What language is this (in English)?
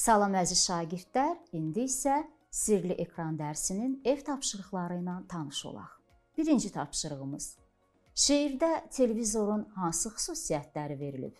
Azerbaijani